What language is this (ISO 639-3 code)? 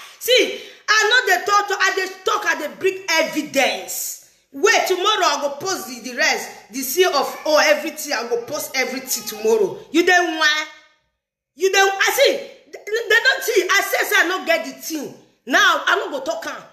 pcm